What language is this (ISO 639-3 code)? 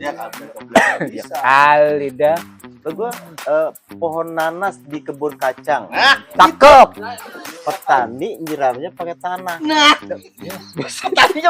bew